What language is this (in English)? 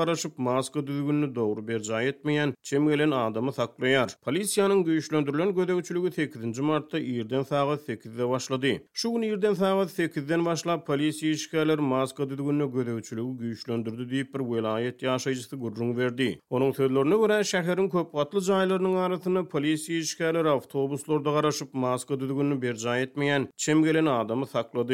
Turkmen